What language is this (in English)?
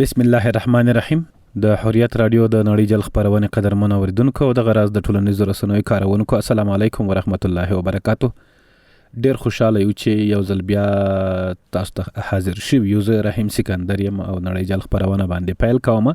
Pashto